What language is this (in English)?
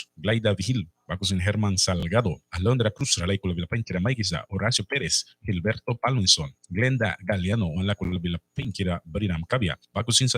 Mískito